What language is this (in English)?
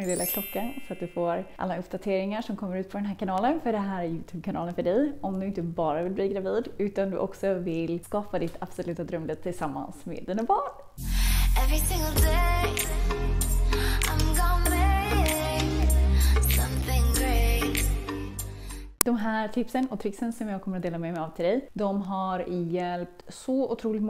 Swedish